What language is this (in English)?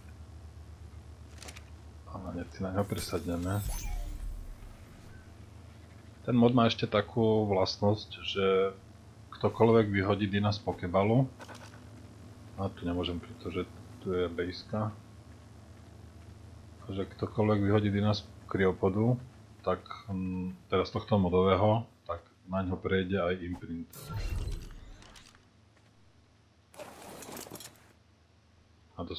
Slovak